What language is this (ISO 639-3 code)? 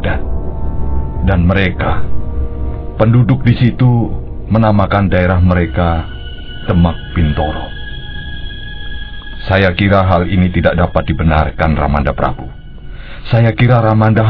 ind